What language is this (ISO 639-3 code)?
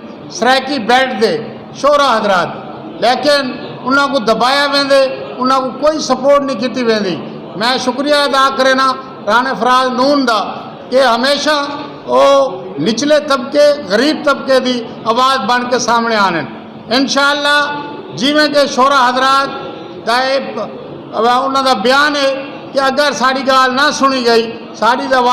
skr